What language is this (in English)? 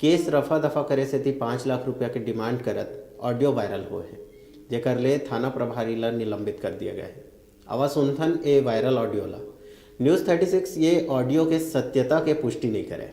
Chhattisgarhi